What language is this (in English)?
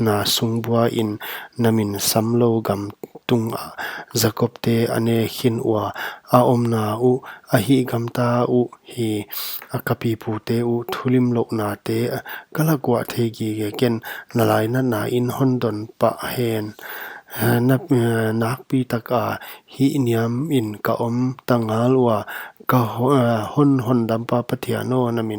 Paite Chin